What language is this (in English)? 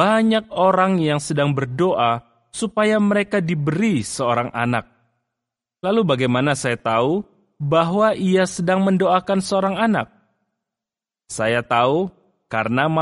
Indonesian